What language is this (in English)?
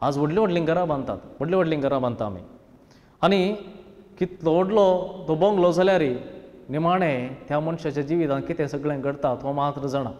Konkani